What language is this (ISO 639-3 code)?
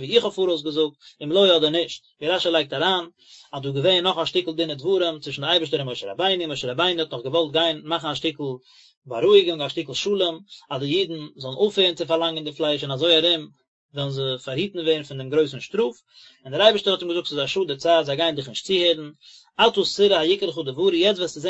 yid